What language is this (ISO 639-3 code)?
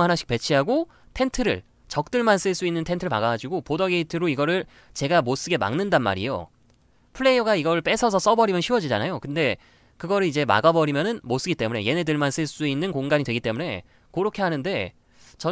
kor